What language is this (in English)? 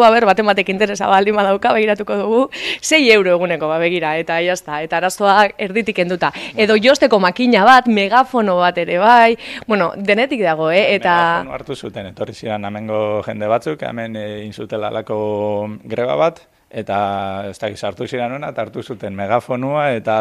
Basque